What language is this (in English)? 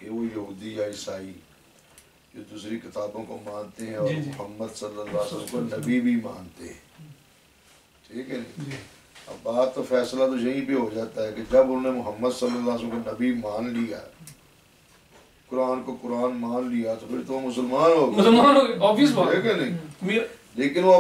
Urdu